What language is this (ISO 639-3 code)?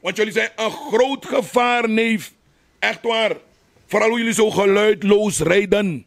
srn